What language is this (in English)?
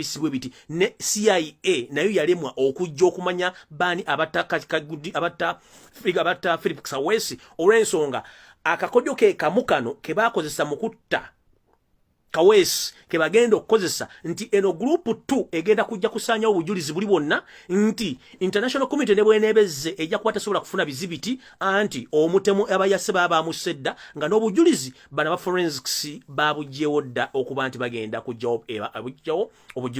Ganda